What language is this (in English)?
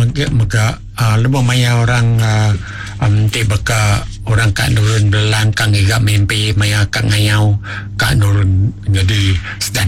Iban